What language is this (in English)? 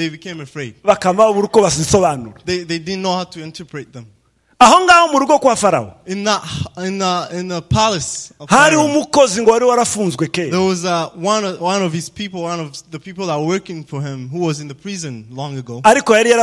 Rundi